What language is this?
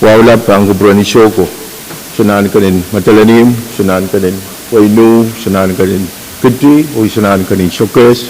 Pohnpeian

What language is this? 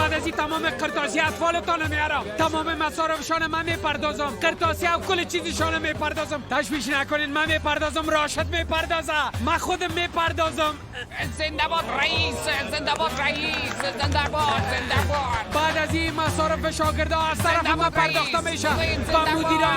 Persian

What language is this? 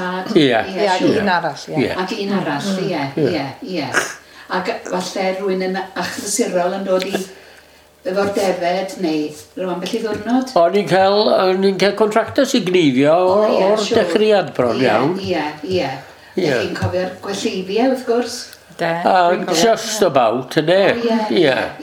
Welsh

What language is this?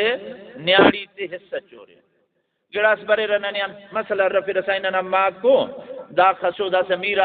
Brahui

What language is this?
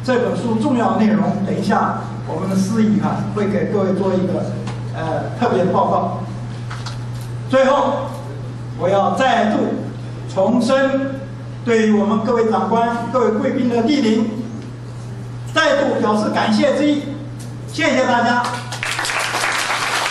Chinese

